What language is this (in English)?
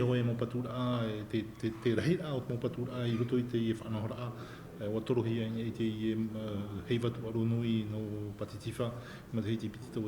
Tahitian